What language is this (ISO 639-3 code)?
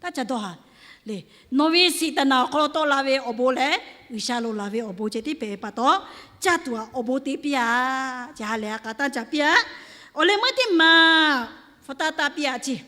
lhu